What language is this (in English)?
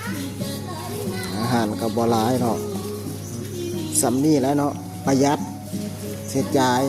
Lao